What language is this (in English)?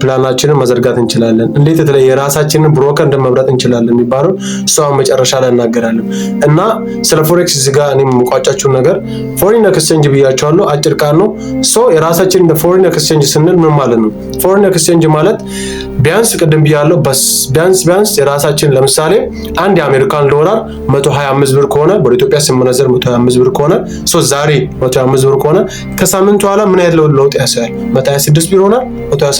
Amharic